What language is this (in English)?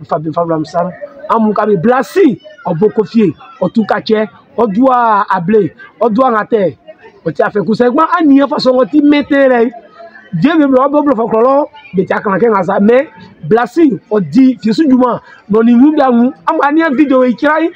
Baoulé